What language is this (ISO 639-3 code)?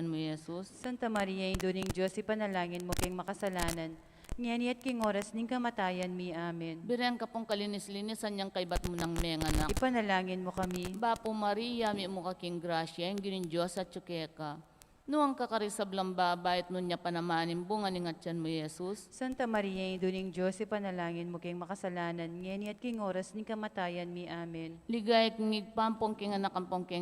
pam